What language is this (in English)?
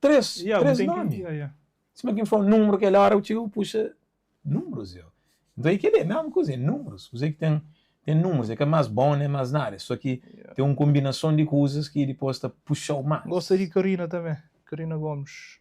Kabuverdianu